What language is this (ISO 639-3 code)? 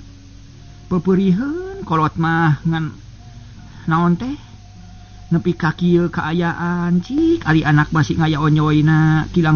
sun